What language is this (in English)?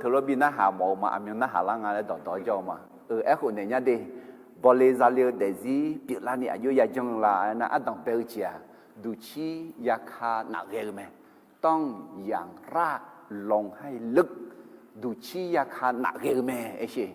Akha